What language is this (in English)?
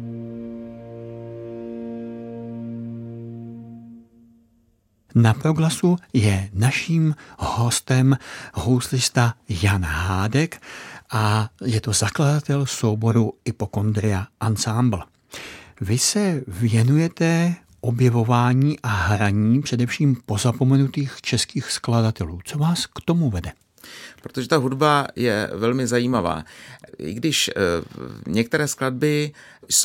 Czech